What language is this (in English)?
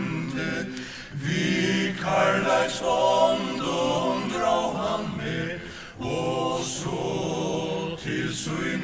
Faroese